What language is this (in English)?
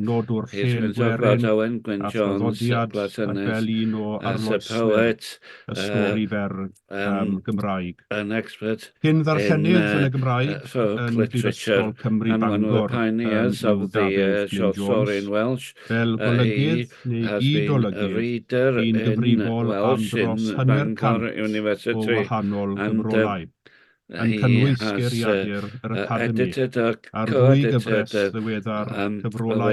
Welsh